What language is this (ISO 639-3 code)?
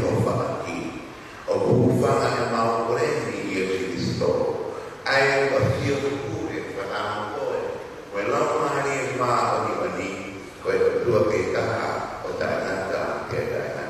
ton